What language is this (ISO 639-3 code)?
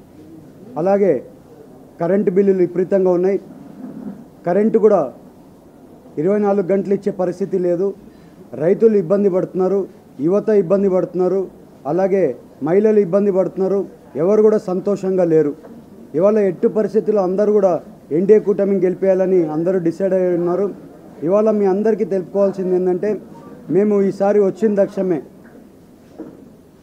tel